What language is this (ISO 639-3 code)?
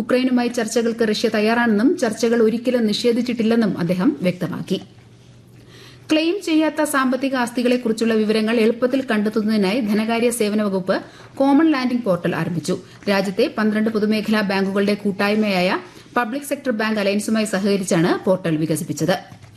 mal